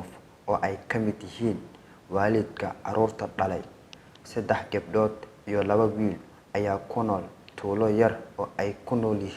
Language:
Somali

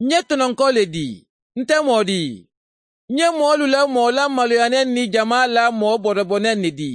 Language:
Mandingo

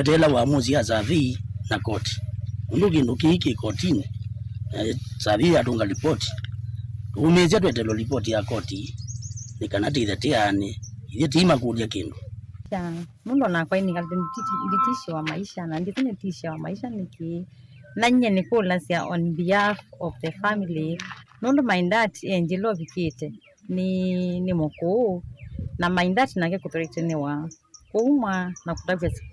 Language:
Kamba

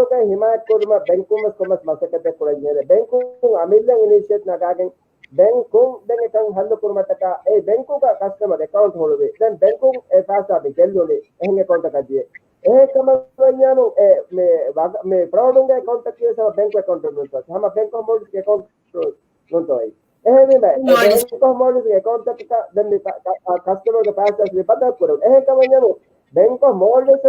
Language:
Divehi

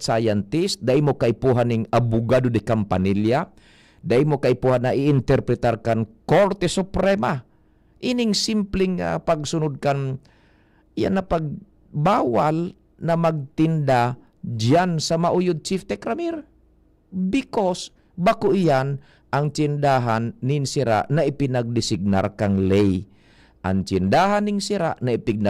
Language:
Bikol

